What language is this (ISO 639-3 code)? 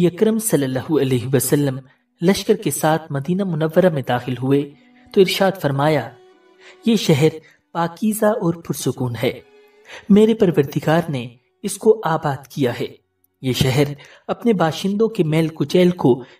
urd